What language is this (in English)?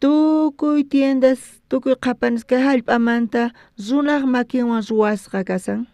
South Bolivian Quechua